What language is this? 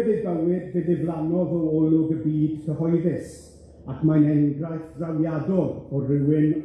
Welsh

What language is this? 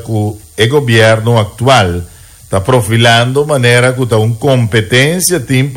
Papiamento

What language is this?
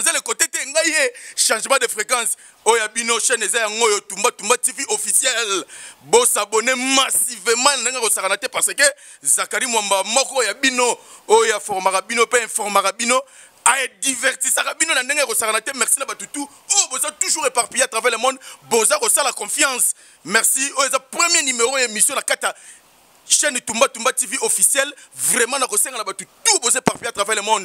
Lingala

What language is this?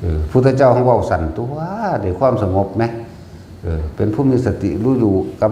Northeastern Thai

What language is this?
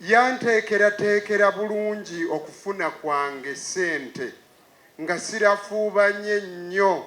Ganda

